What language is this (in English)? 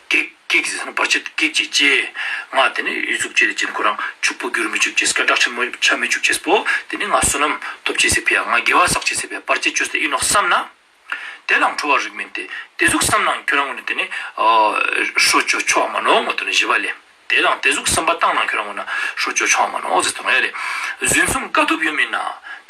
Ladakhi